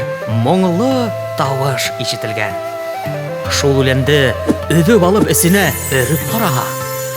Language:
Bashkir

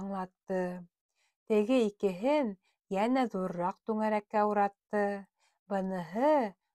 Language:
Bashkir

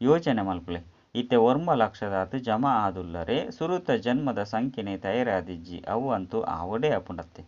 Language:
Tulu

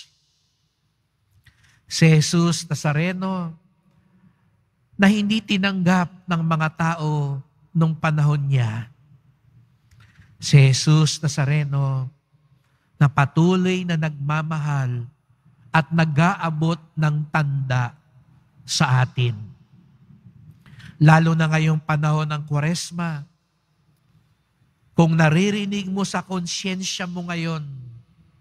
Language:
Filipino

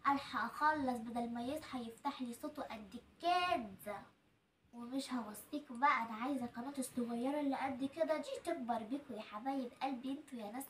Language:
Egyptian Arabic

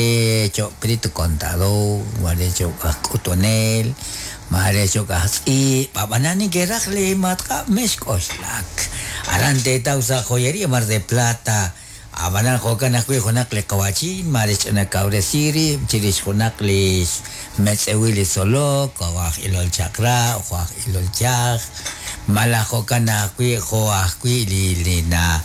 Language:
Kekchí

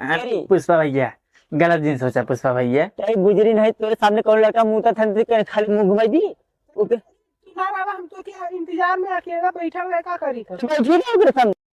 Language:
Awadhi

